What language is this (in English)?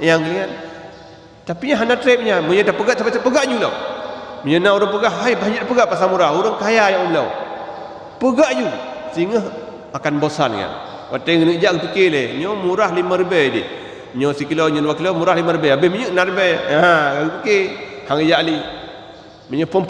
Achinese